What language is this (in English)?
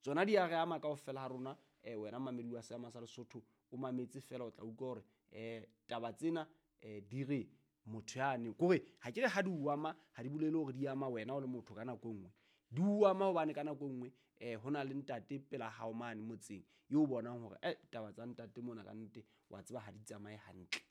Southern Sotho